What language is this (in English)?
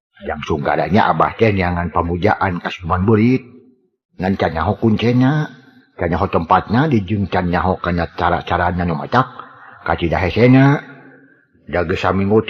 Sundanese